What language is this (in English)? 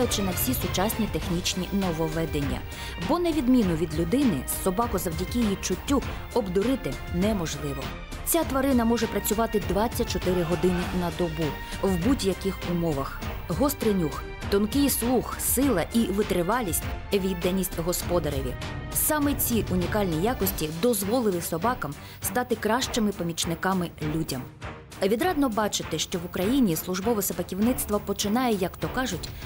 Ukrainian